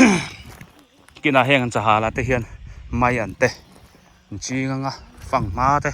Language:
Biete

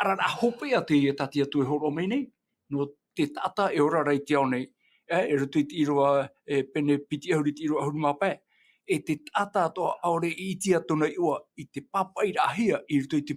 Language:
Tahitian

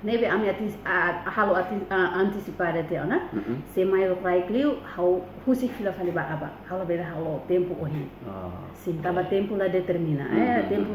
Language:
Tetum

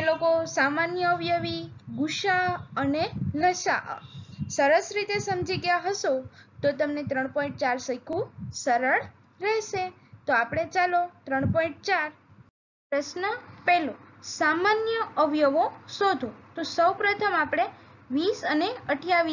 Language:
Gujarati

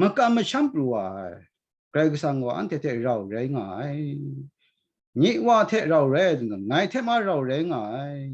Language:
Kachin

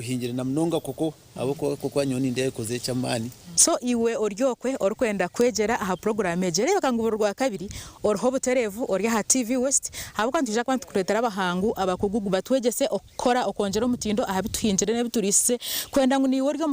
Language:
Nyankole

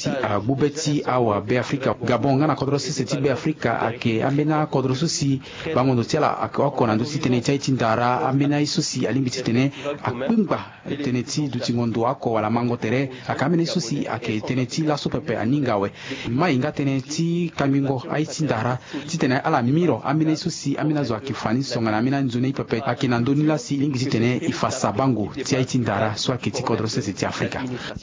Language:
Sango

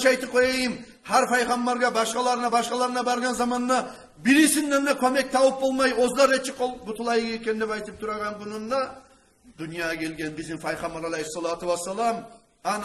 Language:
Kumyk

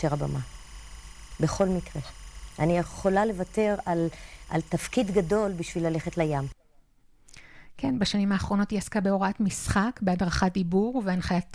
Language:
Hebrew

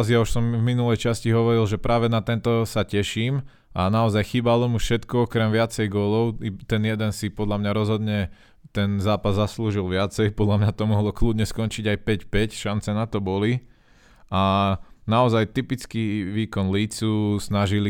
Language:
Slovak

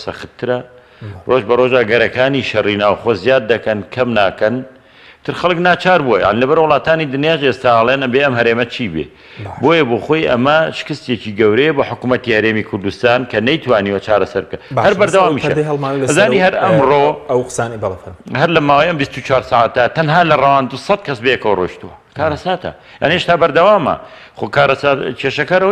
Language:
Central Kurdish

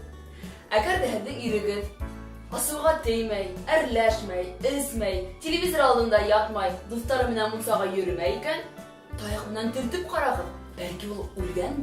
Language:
Bashkir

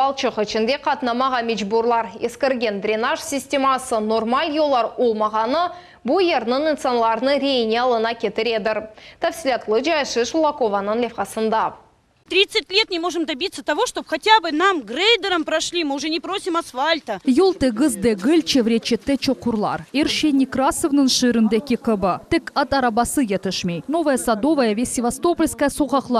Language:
Crimean Tatar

